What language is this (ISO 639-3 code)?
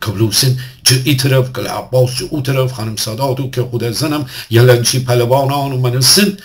glk